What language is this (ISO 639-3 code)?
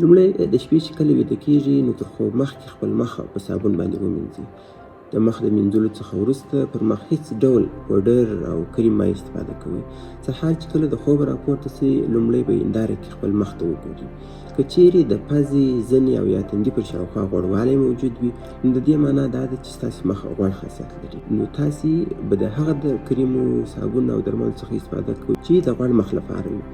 pus